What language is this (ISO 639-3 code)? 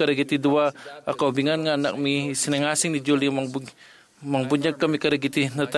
ilo